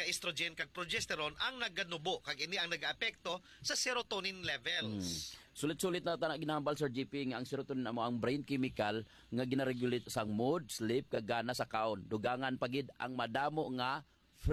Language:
Hiligaynon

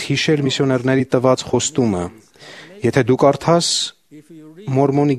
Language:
Armenian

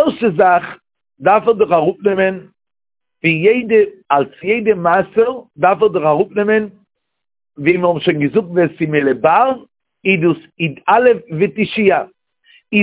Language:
Yiddish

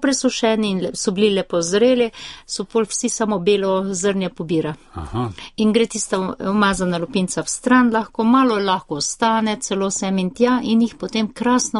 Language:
Slovenian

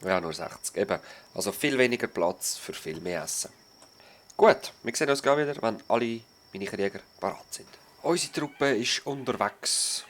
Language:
Swiss German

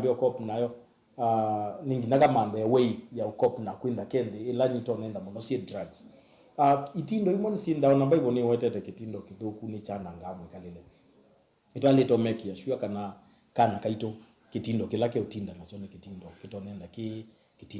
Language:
Kamba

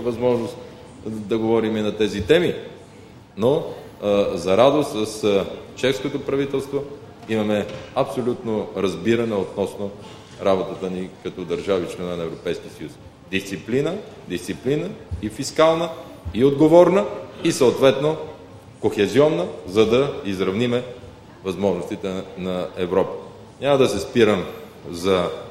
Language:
Bulgarian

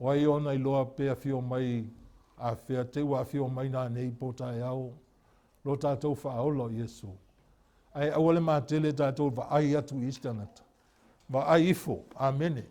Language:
Samoan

